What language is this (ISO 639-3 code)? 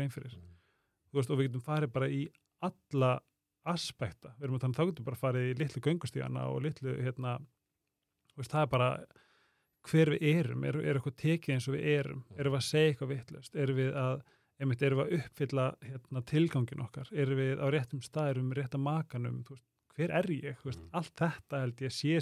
isl